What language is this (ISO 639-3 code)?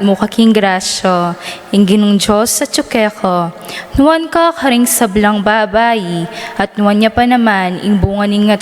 pam